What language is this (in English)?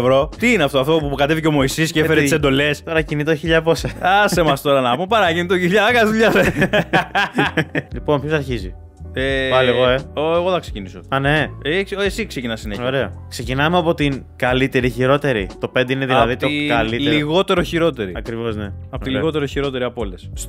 Greek